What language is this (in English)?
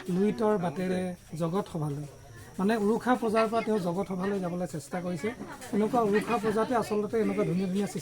Assamese